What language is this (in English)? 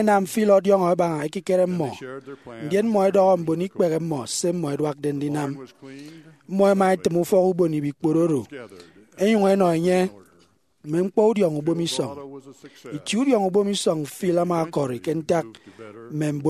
Efik